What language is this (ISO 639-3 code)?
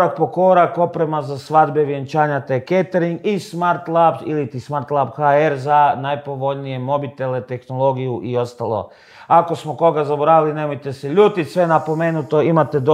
hrv